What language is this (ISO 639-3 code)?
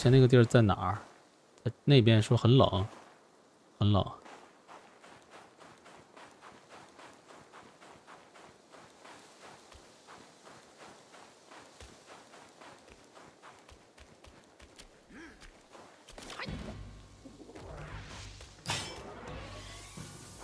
zho